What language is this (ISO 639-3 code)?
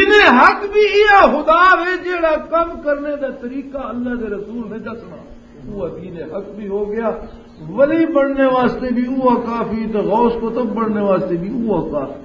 lah